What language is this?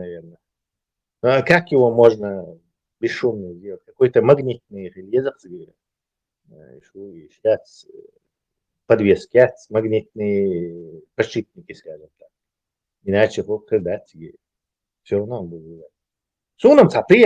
Chechen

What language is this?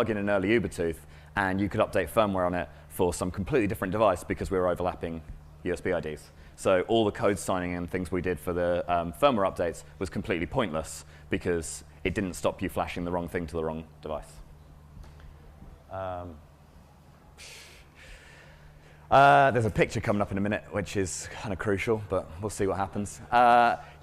English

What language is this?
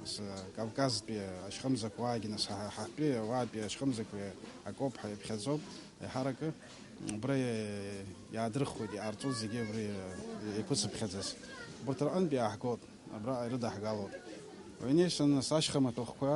Abkhazian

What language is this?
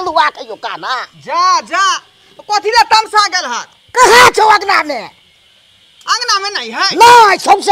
Maithili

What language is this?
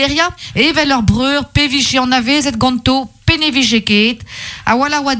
Breton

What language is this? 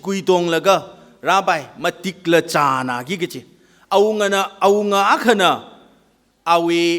Tangkhul Naga (India)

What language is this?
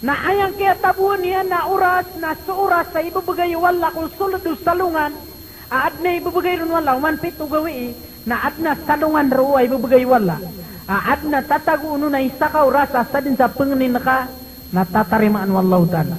Maranao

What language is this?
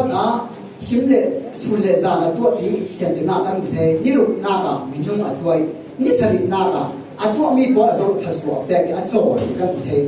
Falam Chin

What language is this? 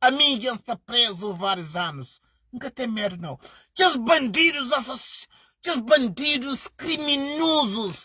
Kabuverdianu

